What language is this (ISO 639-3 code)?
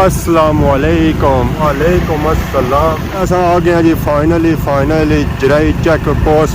phr